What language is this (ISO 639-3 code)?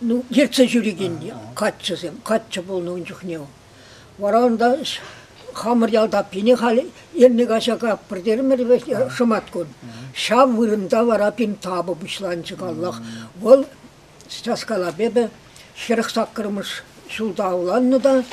chv